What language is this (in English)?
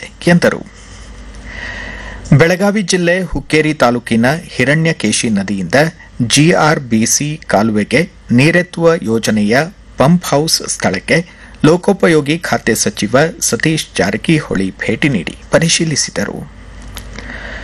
Kannada